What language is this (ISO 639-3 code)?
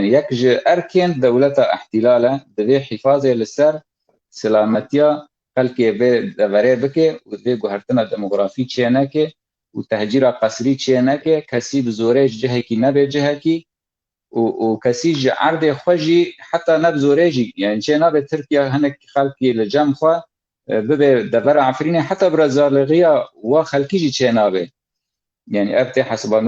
kur